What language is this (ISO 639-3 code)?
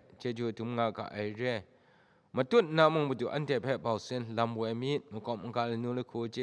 kac